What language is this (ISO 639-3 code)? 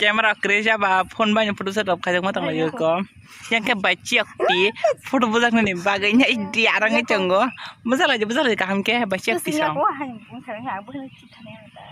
trp